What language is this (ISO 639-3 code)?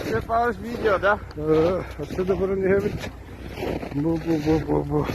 sah